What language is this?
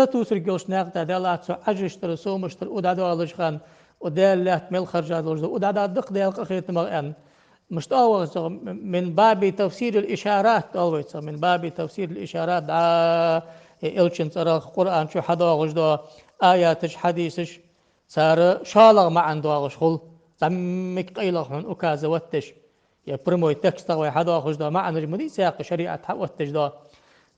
Ingush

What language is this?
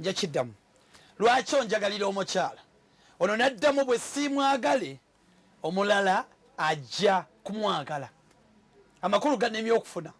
Ganda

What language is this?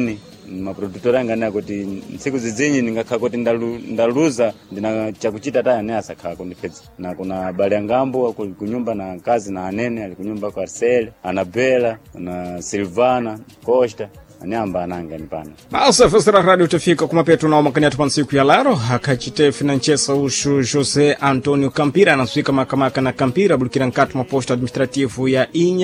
Sena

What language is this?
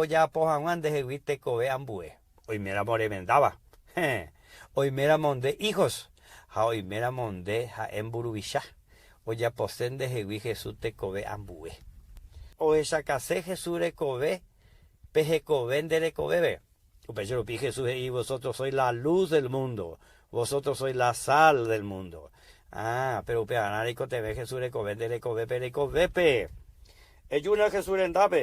Guarani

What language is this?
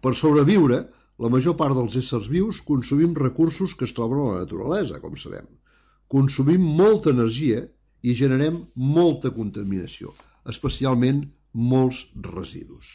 Catalan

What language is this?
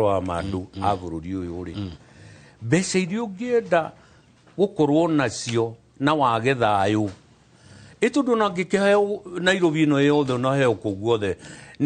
Kikuyu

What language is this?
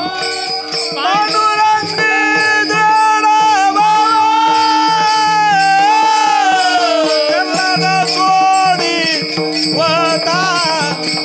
Marathi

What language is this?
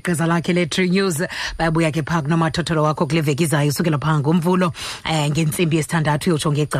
Xhosa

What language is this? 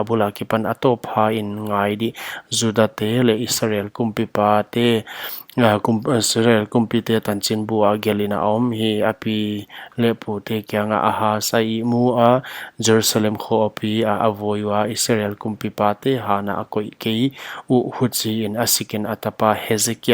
Paite Chin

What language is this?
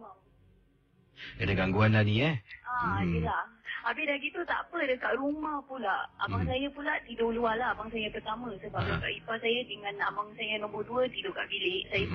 Malay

